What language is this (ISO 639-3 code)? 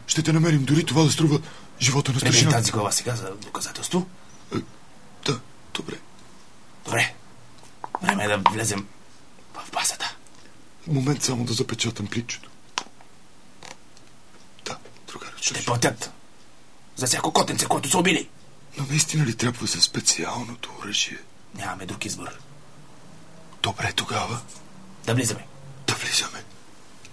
bul